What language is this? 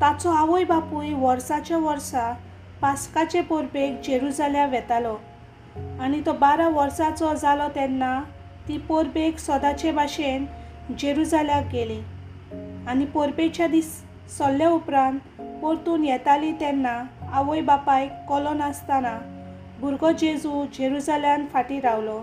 Konkani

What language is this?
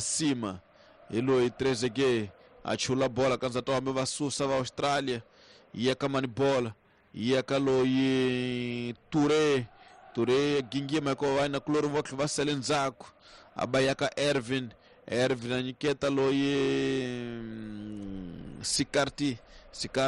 Tsonga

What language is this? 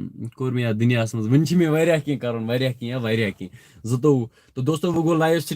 Kashmiri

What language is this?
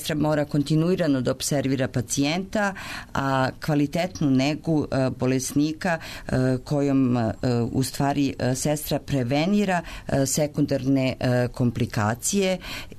Serbian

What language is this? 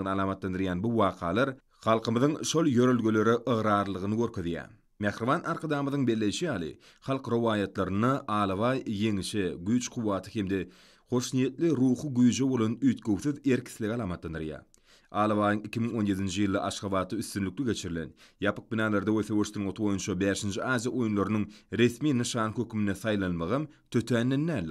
Turkmen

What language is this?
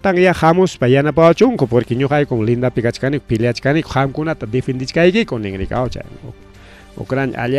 Ayacucho Quechua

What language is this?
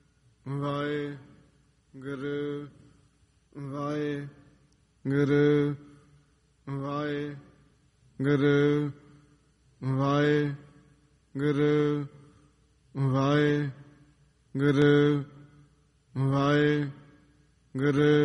Punjabi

